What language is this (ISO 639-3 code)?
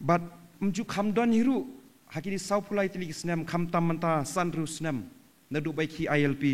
kha